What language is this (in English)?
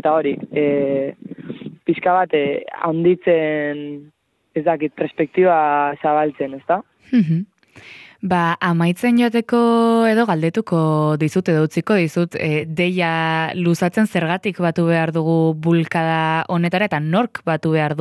Basque